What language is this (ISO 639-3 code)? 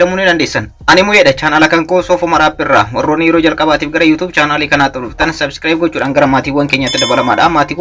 orm